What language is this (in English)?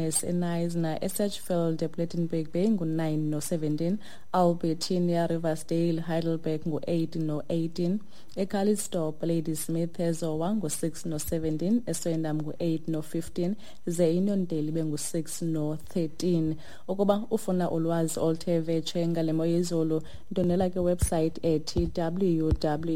Xhosa